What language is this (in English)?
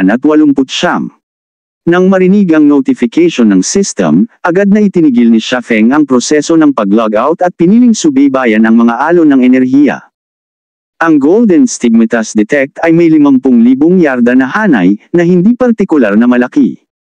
Filipino